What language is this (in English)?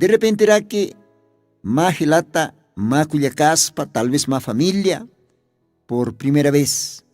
Aymara